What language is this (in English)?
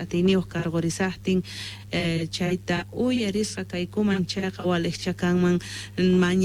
South Bolivian Quechua